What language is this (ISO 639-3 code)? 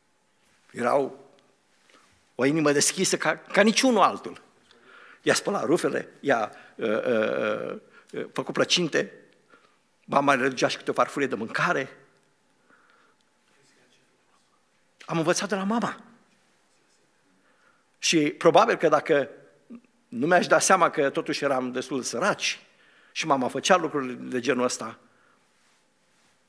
ron